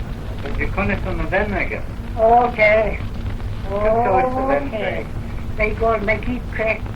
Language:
Manx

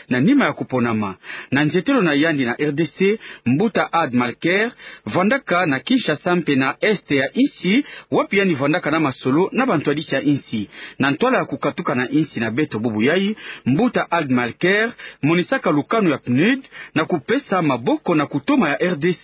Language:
Kituba (Democratic Republic of Congo)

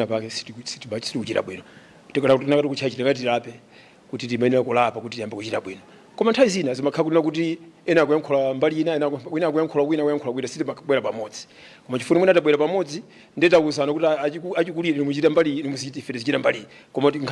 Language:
Nyanja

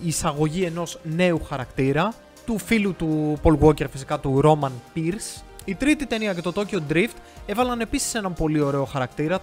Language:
Greek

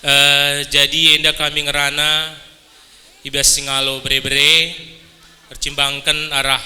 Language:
Batak Karo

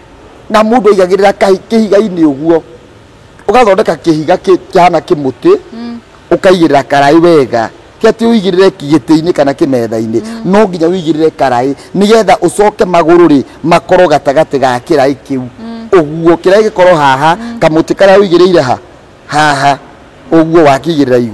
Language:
Kikuyu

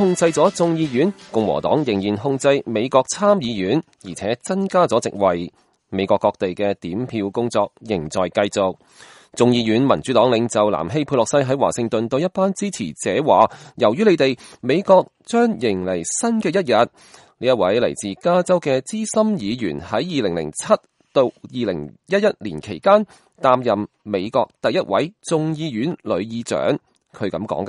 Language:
Cantonese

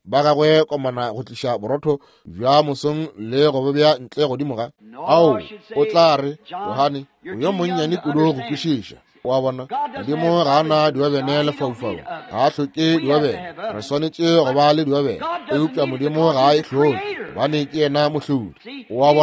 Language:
Northern Sotho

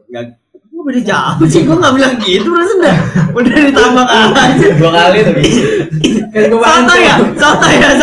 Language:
Indonesian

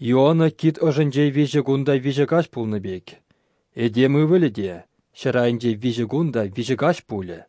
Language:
Chuvash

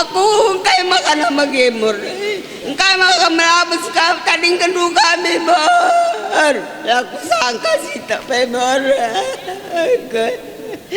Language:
Batak Karo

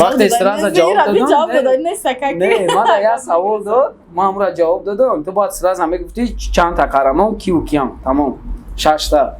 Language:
Tajik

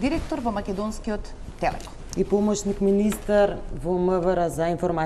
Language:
Macedonian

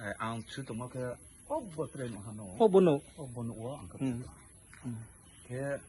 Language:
Riang (India)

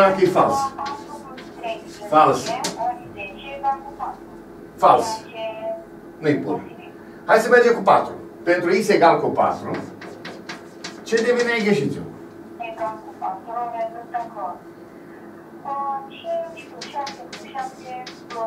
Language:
Romanian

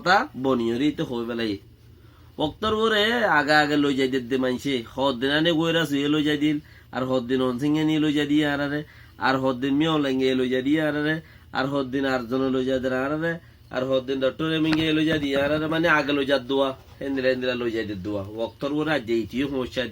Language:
Rohingya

